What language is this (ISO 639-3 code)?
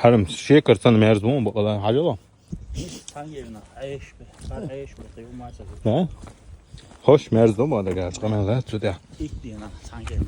che